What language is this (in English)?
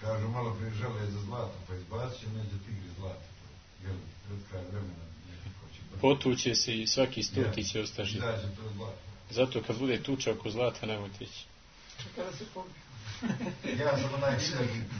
Bosnian